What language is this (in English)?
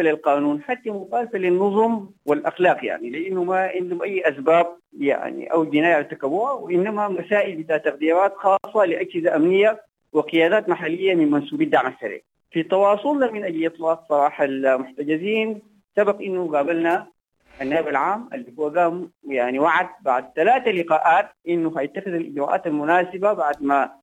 Sudanese Arabic